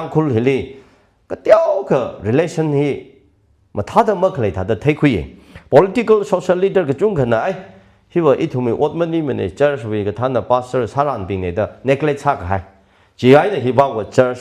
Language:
Tangkhul Naga (India)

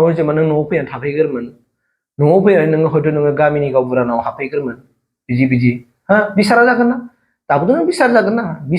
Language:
Bodo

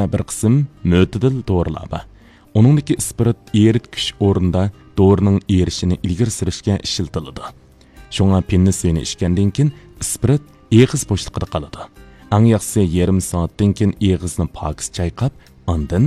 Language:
Uyghur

